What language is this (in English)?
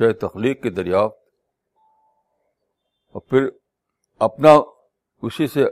Urdu